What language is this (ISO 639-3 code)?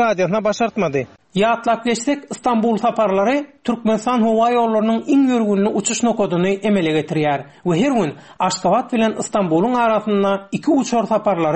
tuk